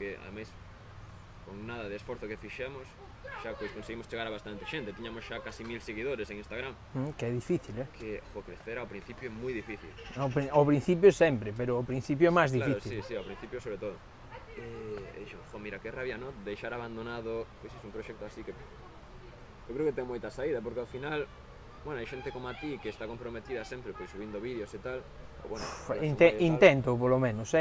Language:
Galician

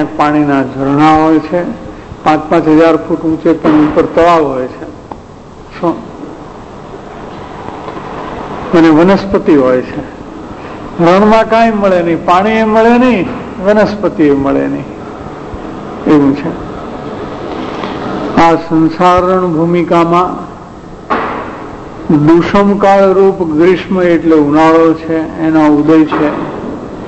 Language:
Gujarati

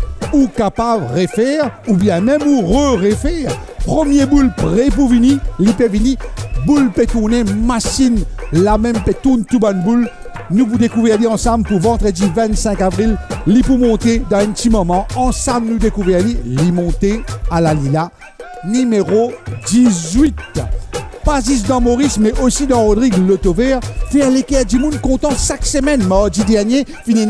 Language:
Morisyen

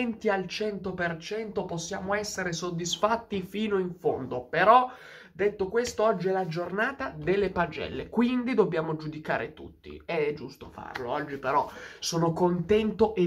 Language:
Italian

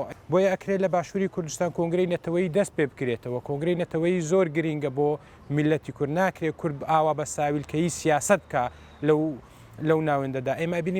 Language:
Central Kurdish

